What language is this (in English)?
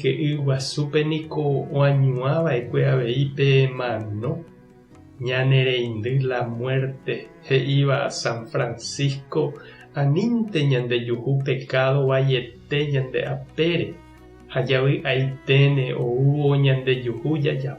Guarani